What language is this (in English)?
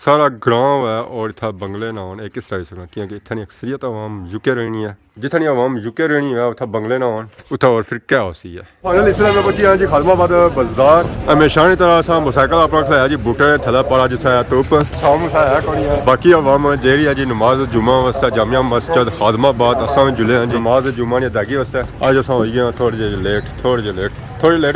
Pahari-Potwari